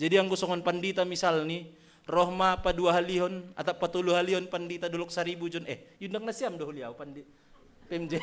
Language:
Batak Simalungun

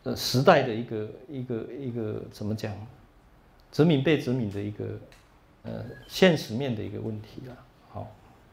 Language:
Chinese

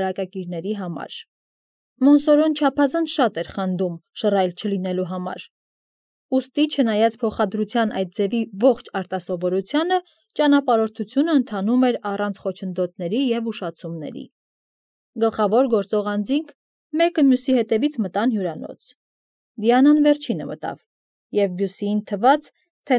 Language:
Armenian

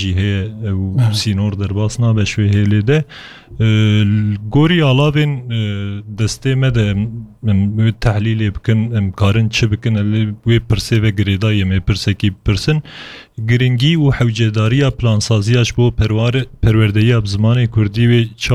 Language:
Kurdish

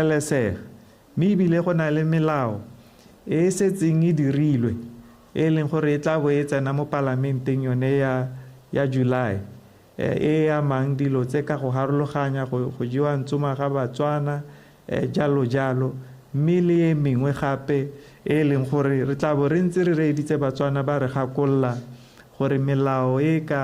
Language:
Tswana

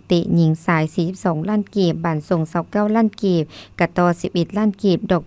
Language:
Lao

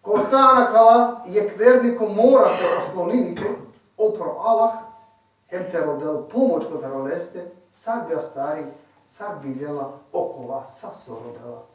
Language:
Balkan Romani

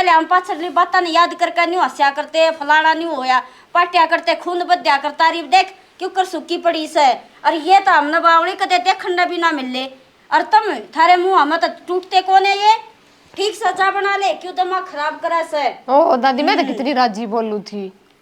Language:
Haryanvi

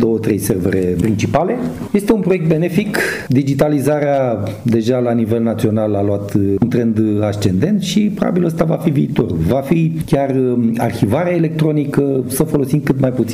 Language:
Romanian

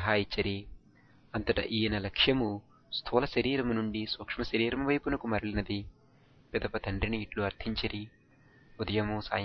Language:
Telugu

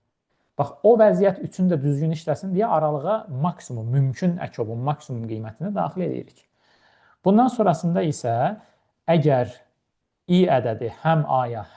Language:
Azerbaijani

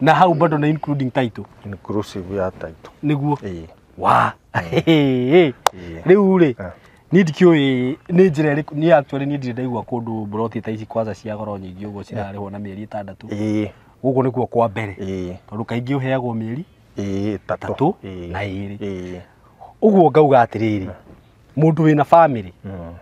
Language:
Kikuyu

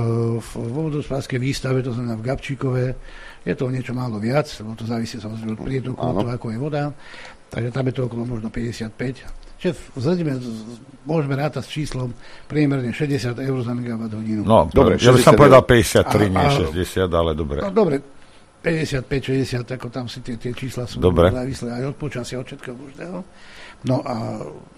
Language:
Slovak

